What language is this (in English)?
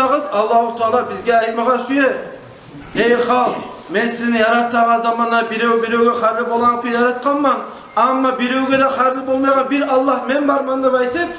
Kumyk